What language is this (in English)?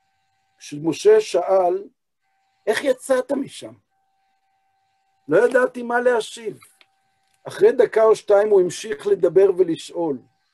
Hebrew